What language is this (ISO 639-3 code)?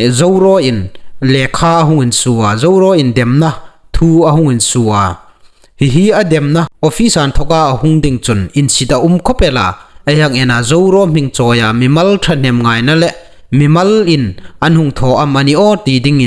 hmr